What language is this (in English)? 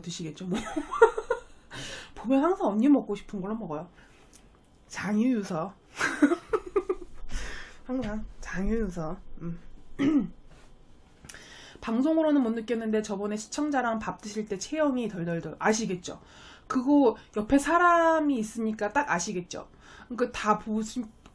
Korean